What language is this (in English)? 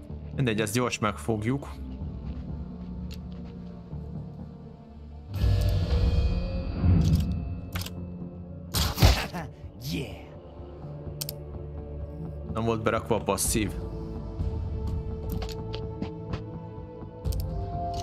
Hungarian